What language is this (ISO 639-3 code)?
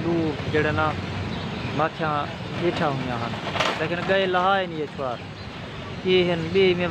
skr